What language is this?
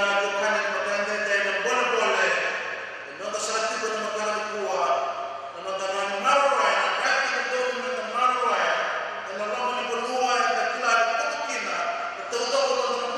Fijian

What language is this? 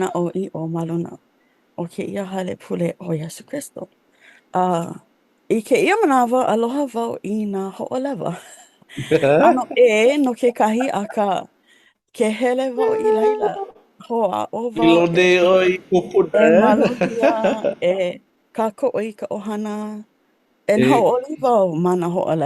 Hawaiian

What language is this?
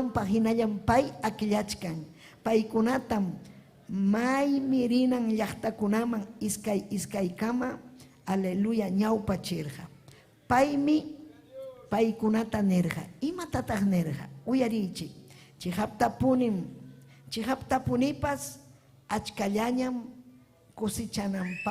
Ayacucho Quechua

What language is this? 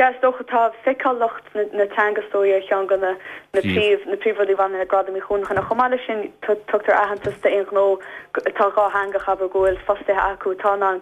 Irish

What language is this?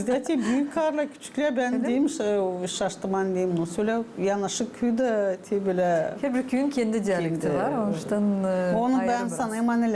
Gagauz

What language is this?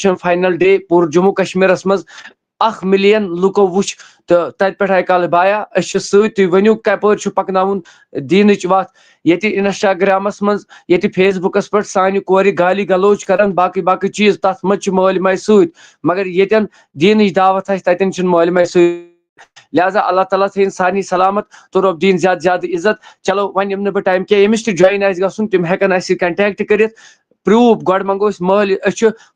Kashmiri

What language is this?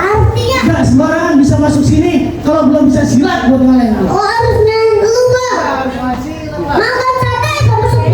Betawi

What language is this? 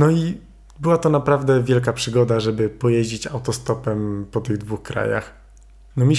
Polish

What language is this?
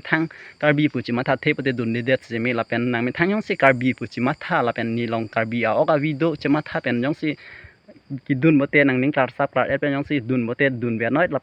Karbi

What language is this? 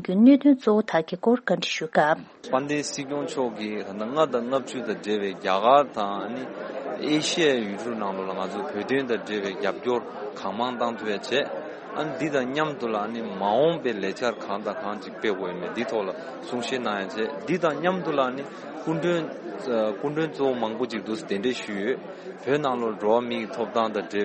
Tibetan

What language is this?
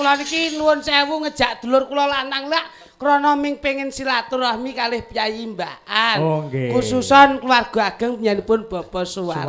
Javanese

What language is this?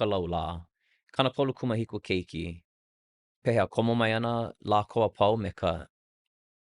Hawaiian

